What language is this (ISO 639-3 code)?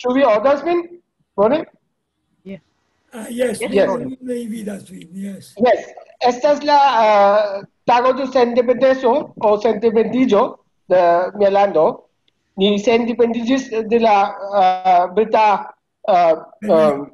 epo